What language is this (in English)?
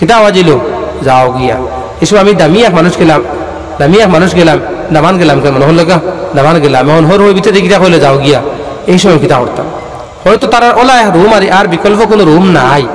Sylheti